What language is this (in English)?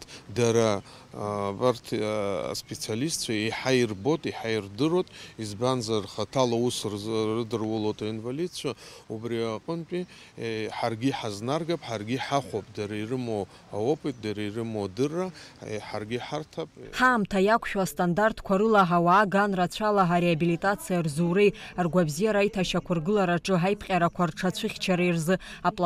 Abkhazian